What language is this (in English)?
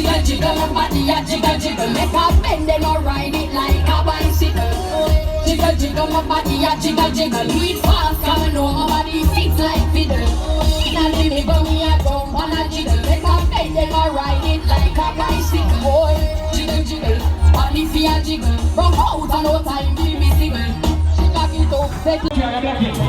Jamaican Creole English